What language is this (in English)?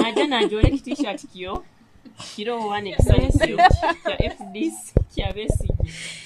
Nyoro